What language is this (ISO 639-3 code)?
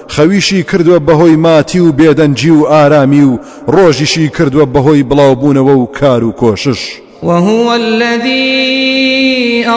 ckb